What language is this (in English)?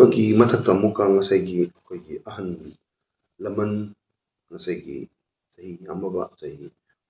Manipuri